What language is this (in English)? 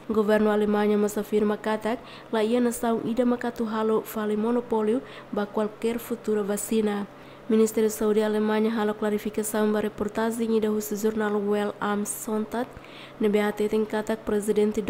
Tetum